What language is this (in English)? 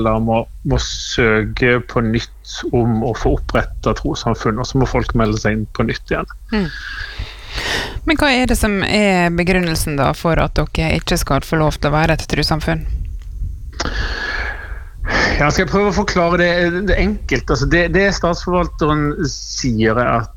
Norwegian